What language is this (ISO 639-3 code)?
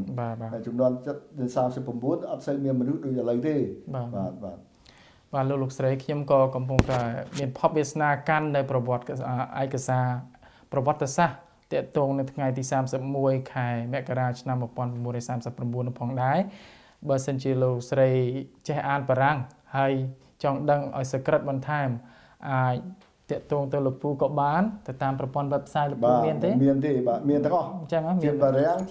khm